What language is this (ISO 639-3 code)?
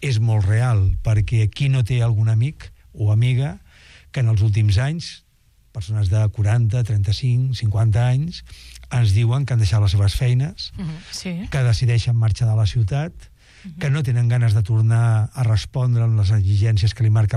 cat